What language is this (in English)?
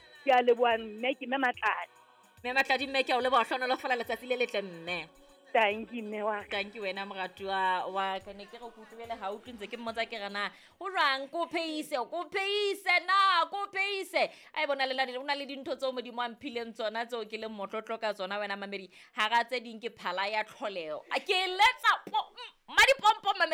Southern Sotho